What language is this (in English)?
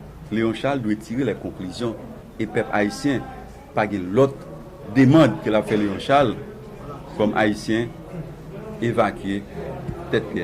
Haitian Creole